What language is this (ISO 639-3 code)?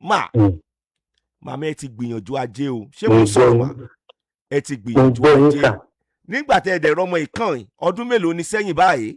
yor